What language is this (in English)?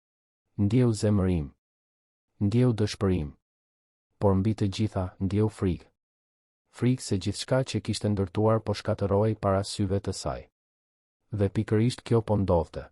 Albanian